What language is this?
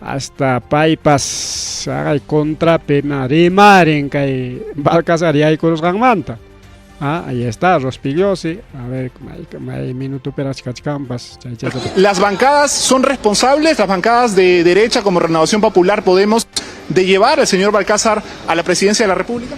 Ayacucho Quechua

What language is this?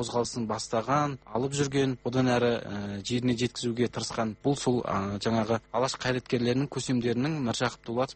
Kazakh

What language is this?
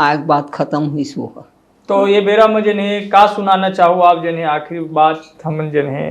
Chhattisgarhi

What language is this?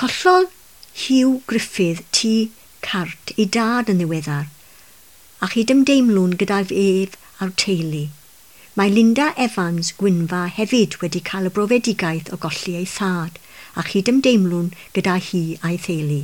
Welsh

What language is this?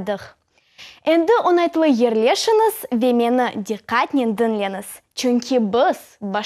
Crimean Tatar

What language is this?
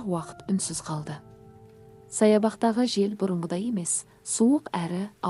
Kazakh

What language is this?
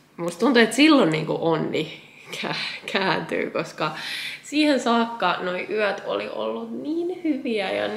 Finnish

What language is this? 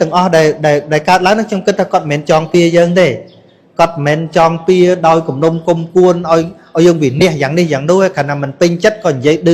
Khmer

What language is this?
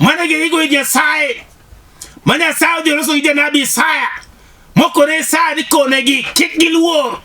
Luo (Kenya and Tanzania)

